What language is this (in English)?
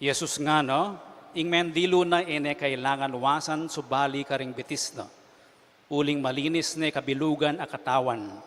Pampanga